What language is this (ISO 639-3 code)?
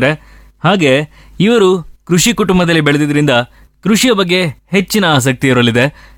kan